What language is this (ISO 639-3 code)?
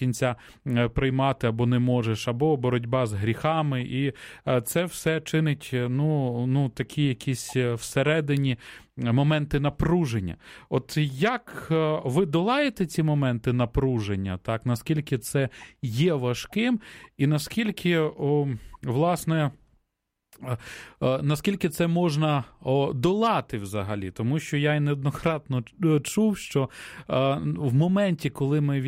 ukr